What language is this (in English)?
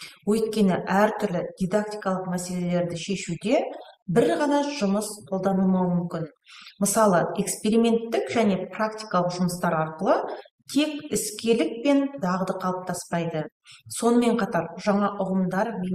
Kazakh